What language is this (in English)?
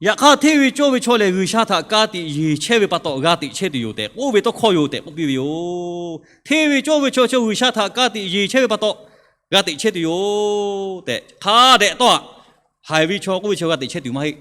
Lahu